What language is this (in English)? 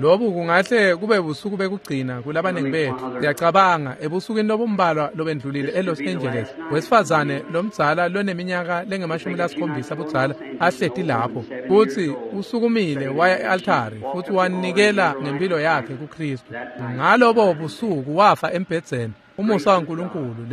Swati